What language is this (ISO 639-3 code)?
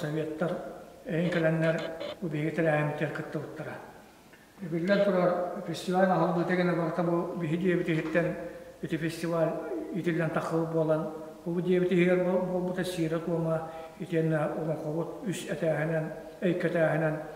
sah